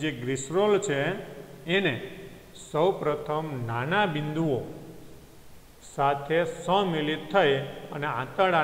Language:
Gujarati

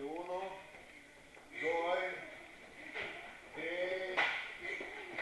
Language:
Russian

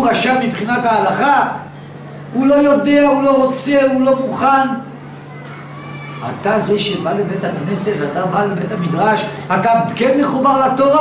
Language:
Hebrew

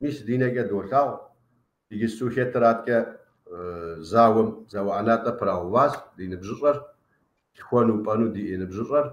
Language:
Kabardian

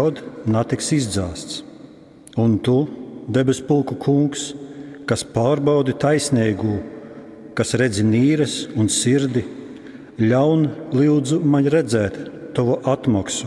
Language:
Latgalian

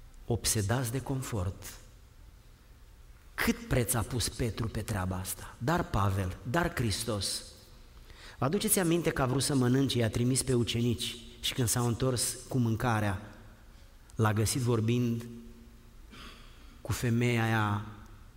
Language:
Romanian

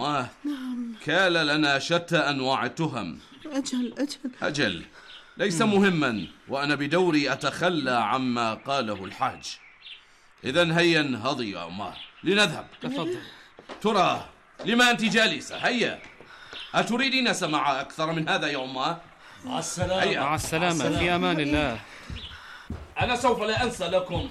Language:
Arabic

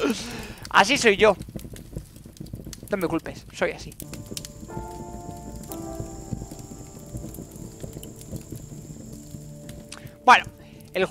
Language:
Spanish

